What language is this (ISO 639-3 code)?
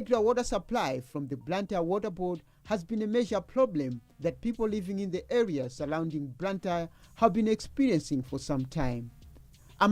eng